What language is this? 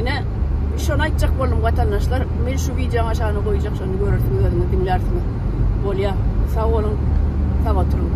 Turkmen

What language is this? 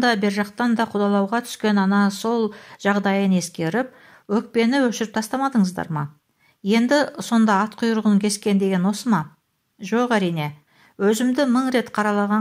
Kazakh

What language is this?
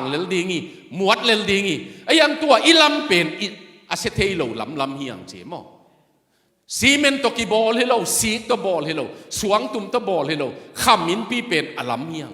Tedim Chin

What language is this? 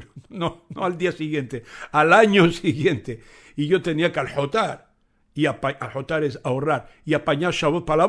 Ladino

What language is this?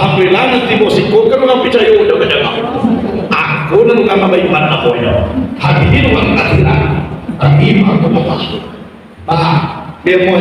Minangkabau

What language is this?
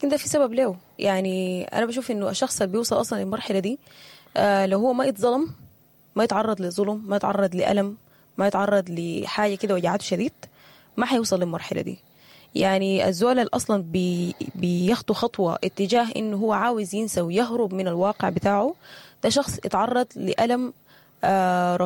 Sudanese Arabic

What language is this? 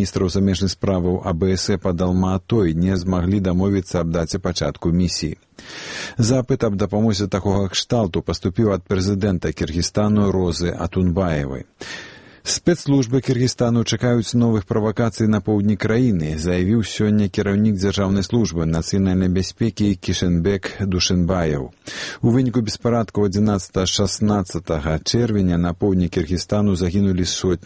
Belarusian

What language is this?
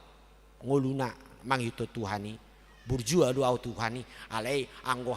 Batak Toba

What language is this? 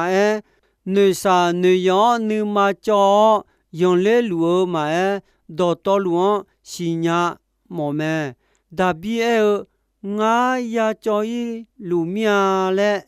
Akha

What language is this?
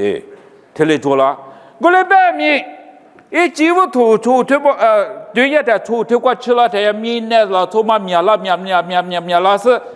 Lisu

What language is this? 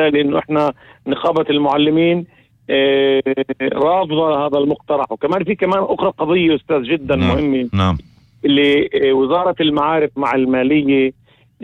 North Levantine Arabic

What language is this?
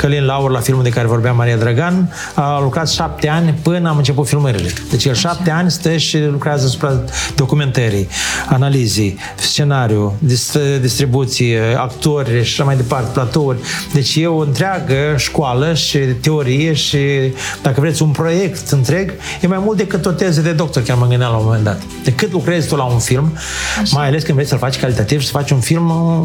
Romanian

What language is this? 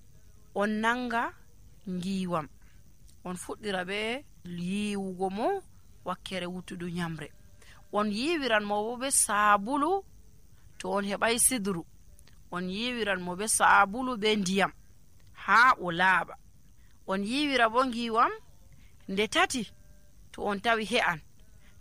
Nigerian Fulfulde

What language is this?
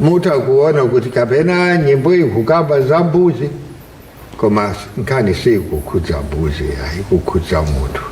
Nyanja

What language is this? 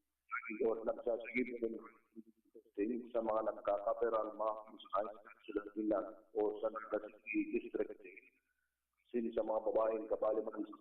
Bikol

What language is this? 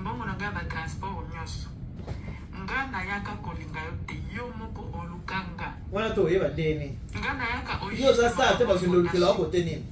Lingala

